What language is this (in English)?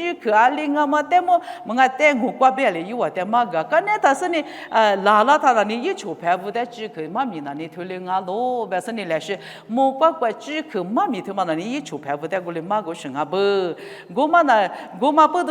Lisu